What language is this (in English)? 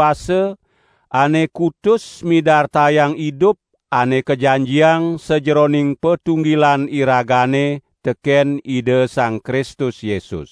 Balinese